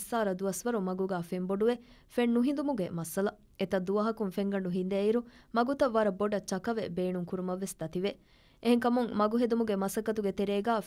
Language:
Divehi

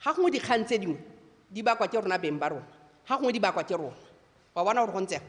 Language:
Tswana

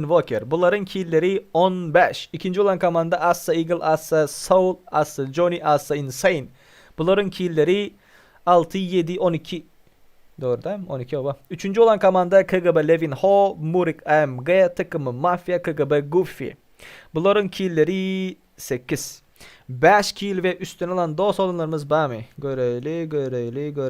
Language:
Turkmen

